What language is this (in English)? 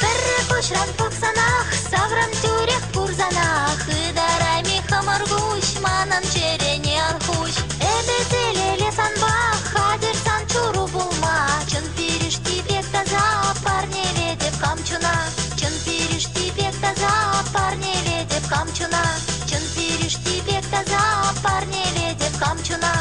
Chuvash